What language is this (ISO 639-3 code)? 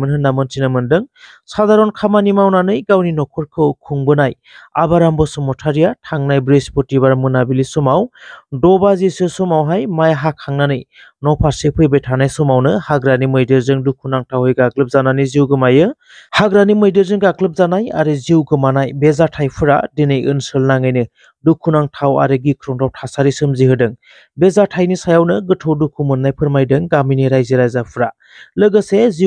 brx